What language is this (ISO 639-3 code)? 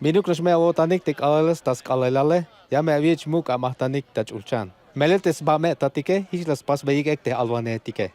tzh